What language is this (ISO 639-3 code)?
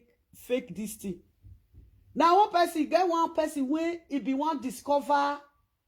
pcm